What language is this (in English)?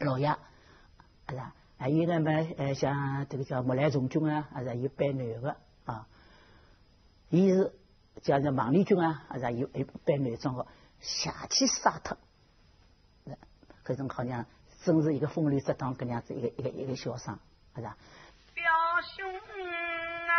Wu Chinese